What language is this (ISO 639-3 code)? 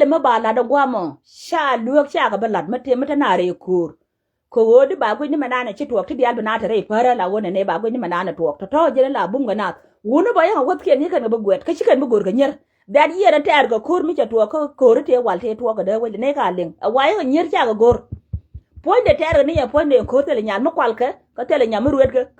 nus